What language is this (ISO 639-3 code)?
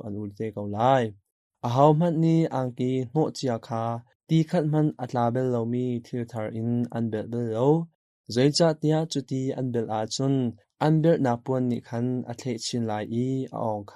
cnh